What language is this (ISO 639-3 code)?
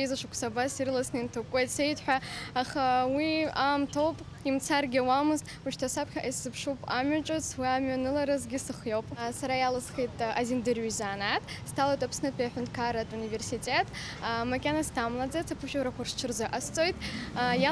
abk